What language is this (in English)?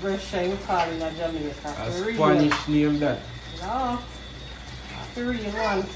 Jamaican Creole English